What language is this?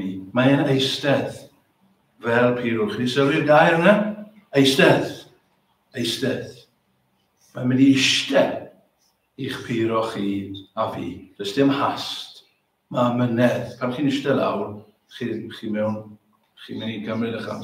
Welsh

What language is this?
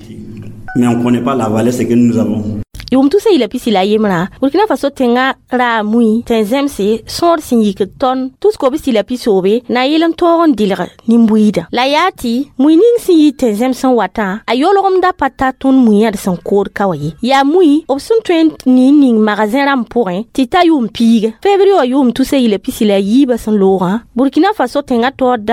Mossi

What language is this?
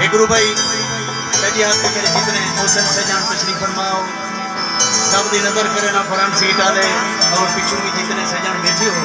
Saraiki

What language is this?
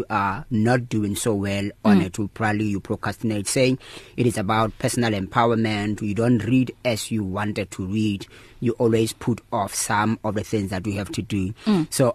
English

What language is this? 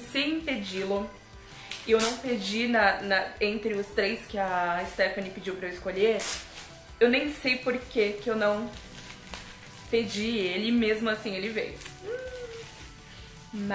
Portuguese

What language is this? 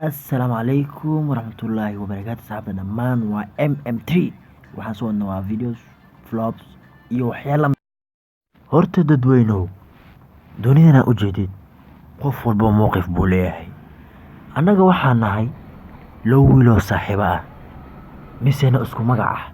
Somali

